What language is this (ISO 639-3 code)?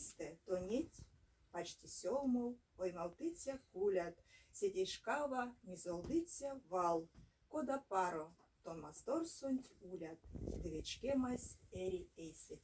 myv